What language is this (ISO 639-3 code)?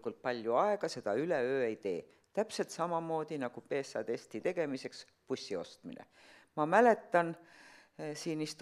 est